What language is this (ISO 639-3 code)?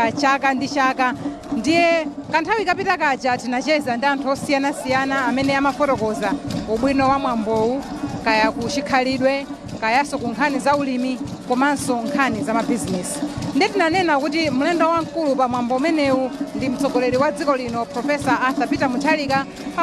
nya